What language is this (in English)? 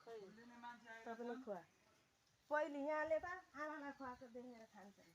Nepali